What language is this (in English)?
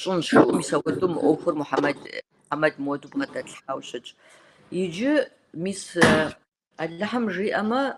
Kabardian